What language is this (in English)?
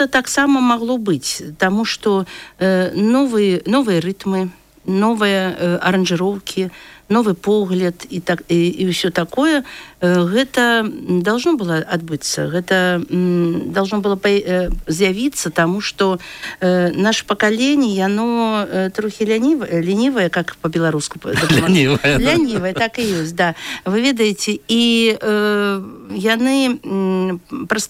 Belarusian